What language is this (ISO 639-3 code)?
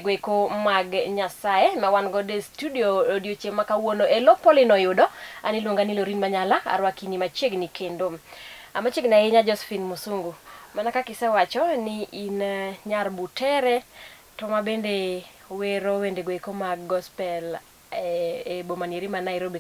luo